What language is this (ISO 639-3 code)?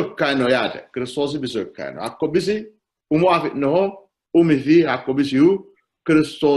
sid